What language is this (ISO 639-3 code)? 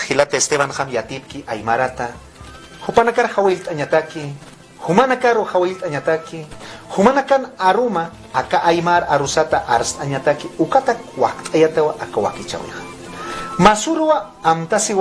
aym